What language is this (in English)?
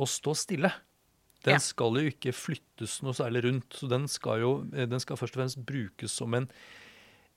Norwegian